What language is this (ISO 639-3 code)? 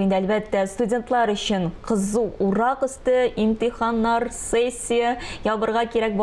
tat